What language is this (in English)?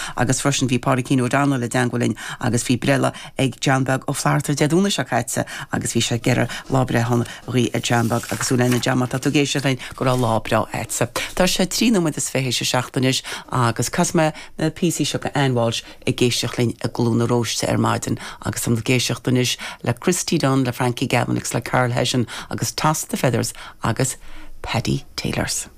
Irish